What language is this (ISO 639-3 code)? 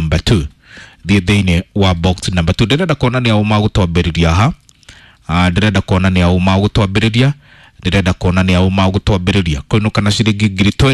kik